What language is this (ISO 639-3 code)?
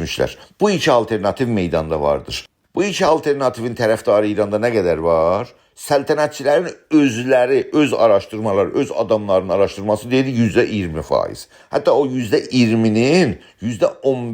azb